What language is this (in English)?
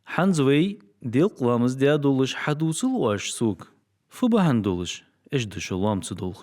Ingush